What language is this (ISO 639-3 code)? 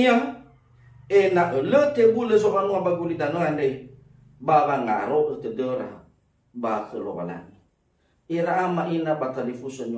nia